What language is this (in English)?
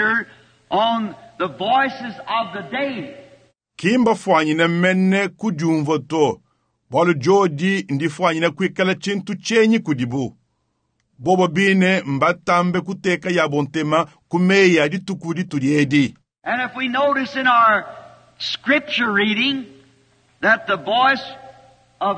Luba-Lulua